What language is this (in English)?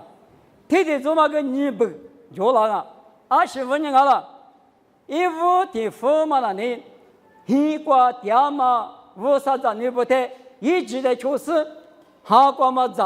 Lisu